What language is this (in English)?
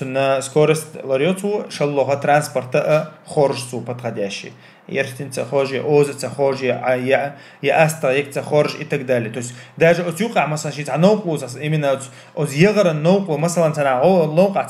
Chechen